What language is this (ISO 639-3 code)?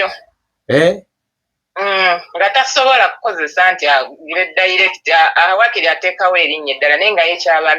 lug